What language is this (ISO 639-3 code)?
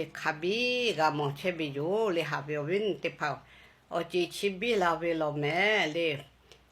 lhu